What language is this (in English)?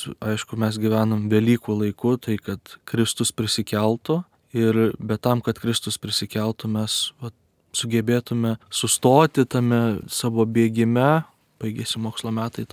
Lithuanian